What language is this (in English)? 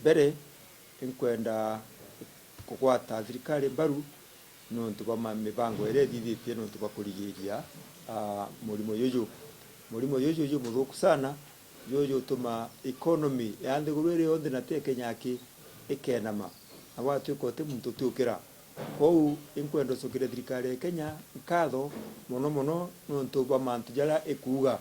Meru